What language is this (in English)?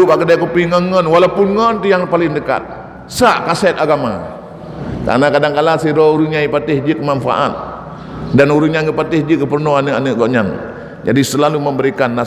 Achinese